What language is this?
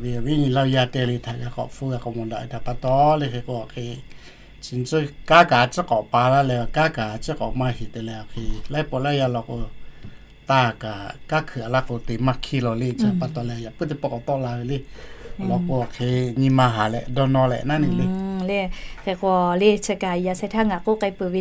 Lahu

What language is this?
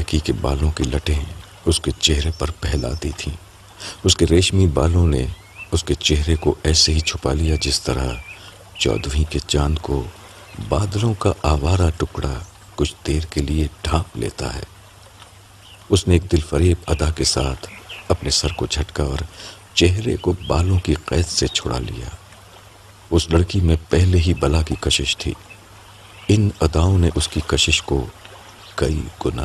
Urdu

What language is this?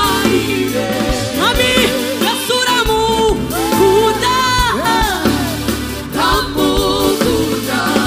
Kinyarwanda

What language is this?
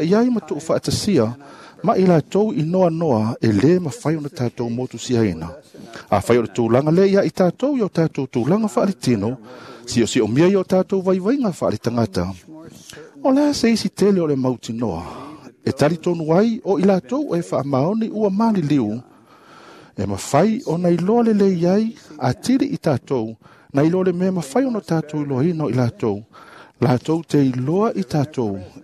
Samoan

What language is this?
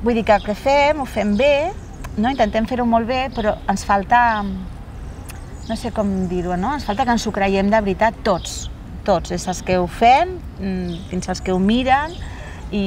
Catalan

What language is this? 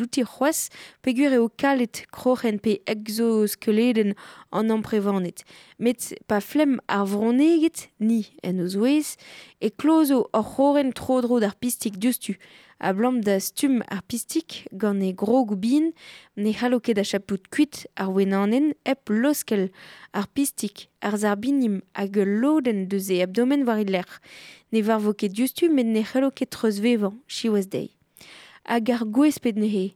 Breton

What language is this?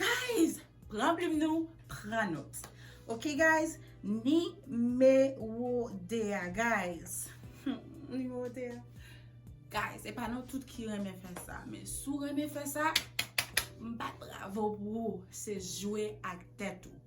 Haitian Creole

